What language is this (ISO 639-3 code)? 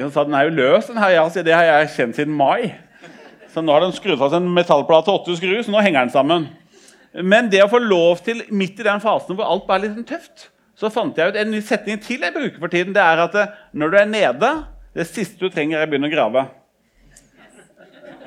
nor